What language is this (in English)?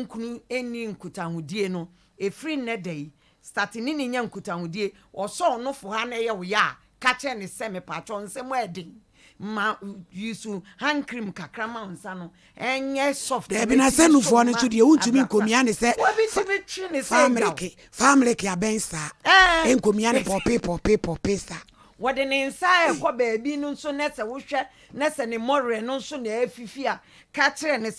Akan